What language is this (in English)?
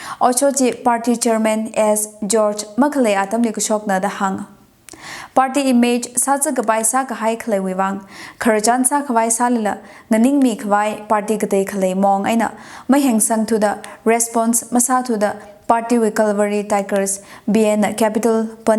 Tangkhul Naga (India)